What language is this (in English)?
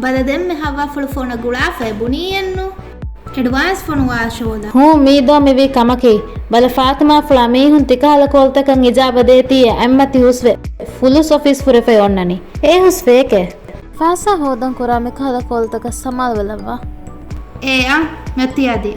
Divehi